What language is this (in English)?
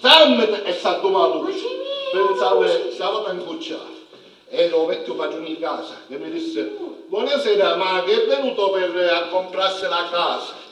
Sicilian